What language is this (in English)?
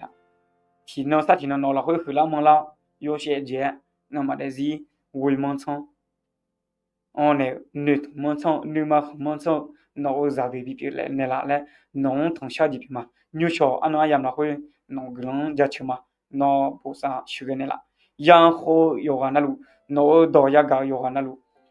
Akha